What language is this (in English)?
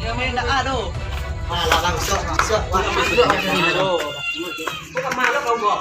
Minangkabau